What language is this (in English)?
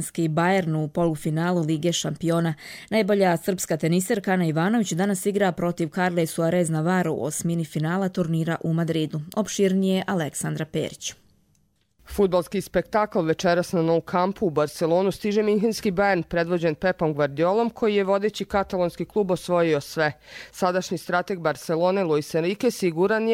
Croatian